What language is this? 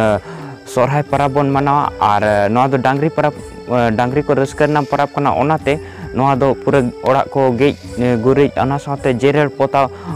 Santali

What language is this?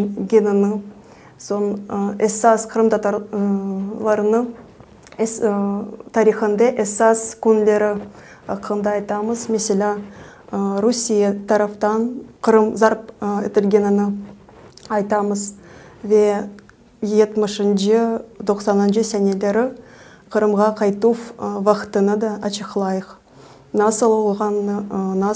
Crimean Tatar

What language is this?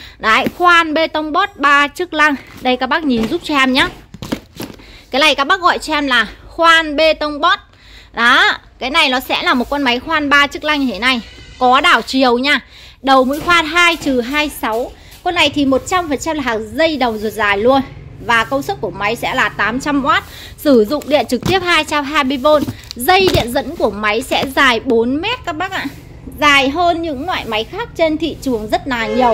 Vietnamese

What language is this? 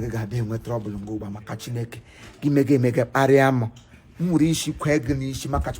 Igbo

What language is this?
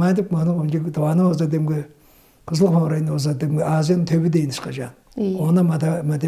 Tuvinian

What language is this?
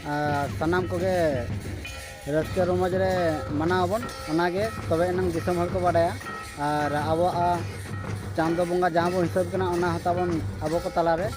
Santali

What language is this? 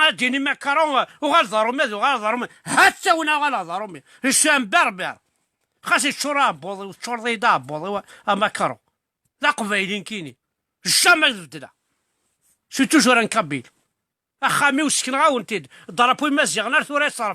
Kabyle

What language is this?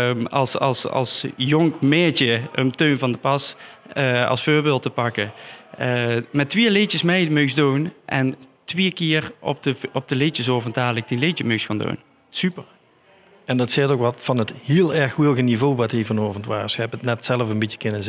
Limburgish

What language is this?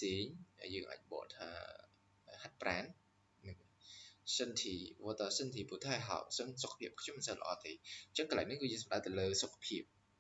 Khmer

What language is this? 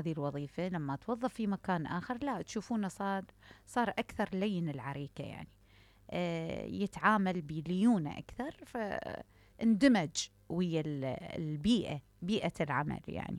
Mesopotamian Arabic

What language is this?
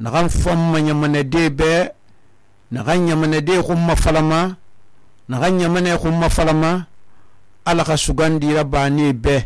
Susu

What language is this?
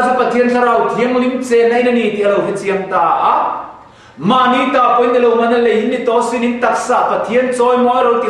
Mizo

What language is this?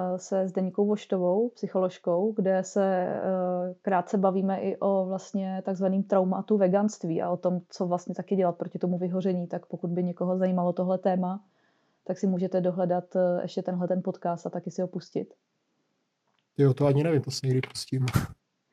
Czech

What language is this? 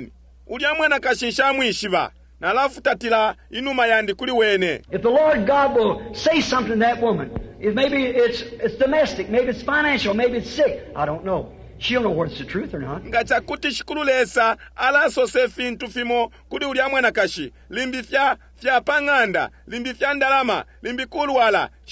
Bemba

